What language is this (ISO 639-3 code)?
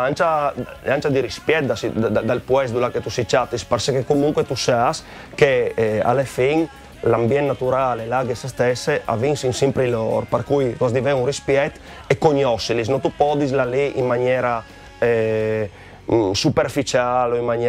fur